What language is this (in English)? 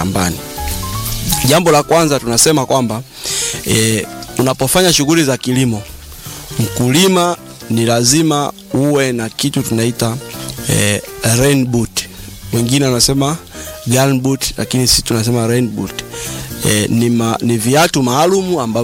Swahili